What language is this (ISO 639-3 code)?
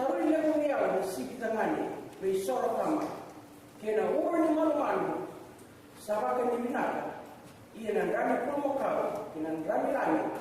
fij